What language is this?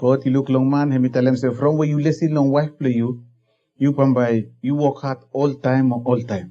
Bislama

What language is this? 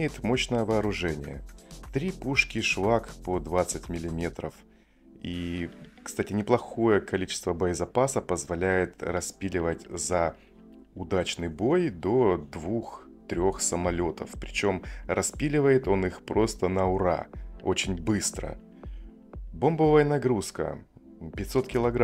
Russian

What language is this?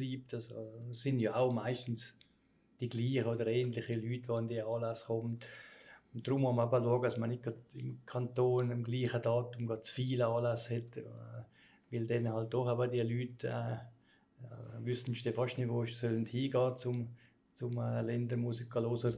Swiss German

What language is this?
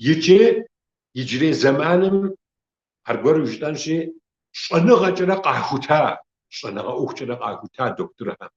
Kabardian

